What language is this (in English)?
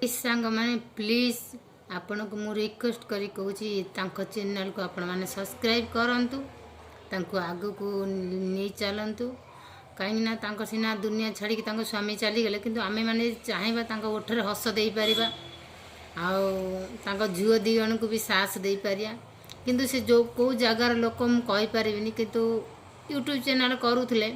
Odia